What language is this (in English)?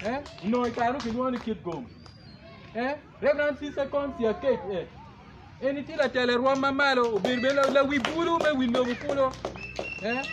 Acoli